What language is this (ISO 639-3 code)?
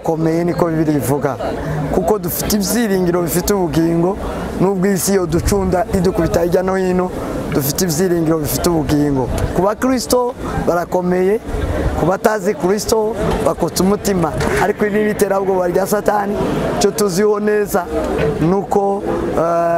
kin